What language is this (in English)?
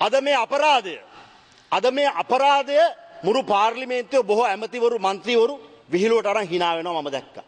Sinhala